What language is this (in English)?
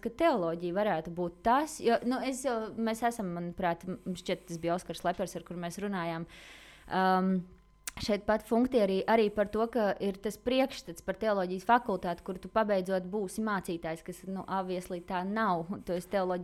Latvian